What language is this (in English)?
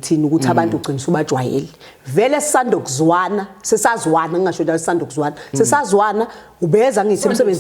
Zulu